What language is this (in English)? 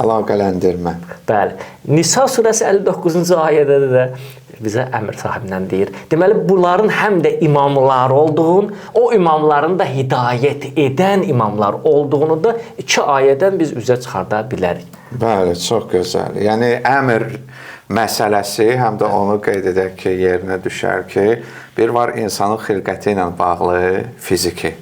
Azerbaijani